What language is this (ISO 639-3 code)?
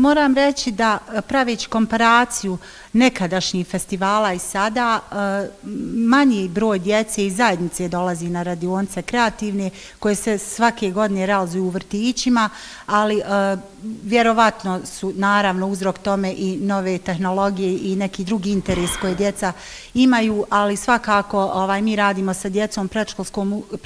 bos